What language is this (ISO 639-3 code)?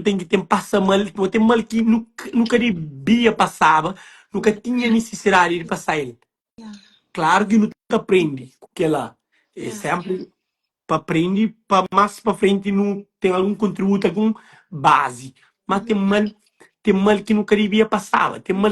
kea